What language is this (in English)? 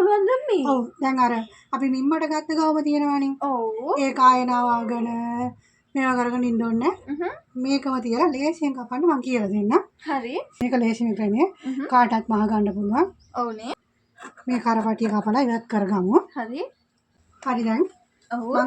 Sinhala